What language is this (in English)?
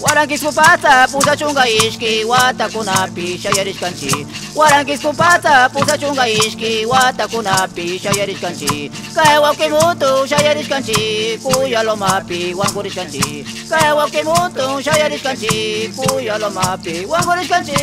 Napo Lowland Quechua